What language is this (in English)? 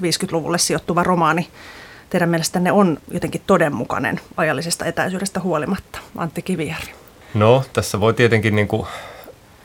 Finnish